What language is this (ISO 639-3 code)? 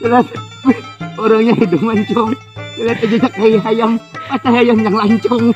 bjn